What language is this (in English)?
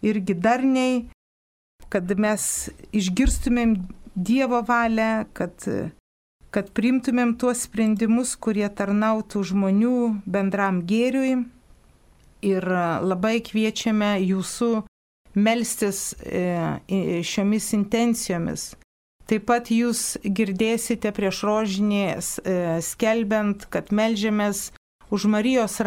Lithuanian